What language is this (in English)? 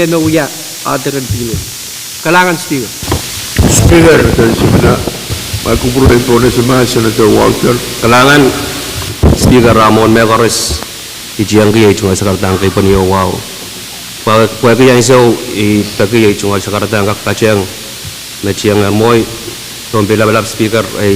Pohnpeian